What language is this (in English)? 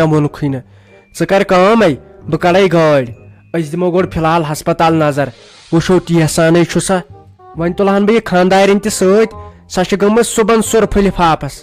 Kashmiri